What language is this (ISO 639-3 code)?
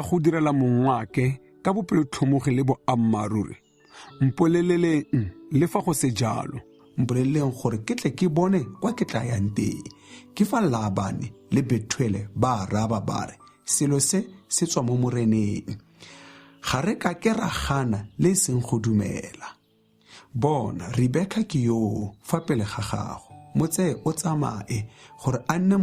tsn